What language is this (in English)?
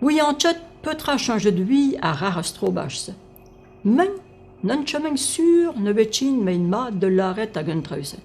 Breton